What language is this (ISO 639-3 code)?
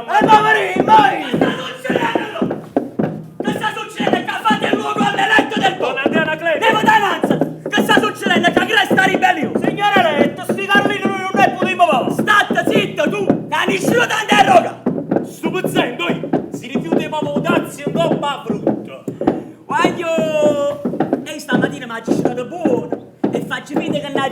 nap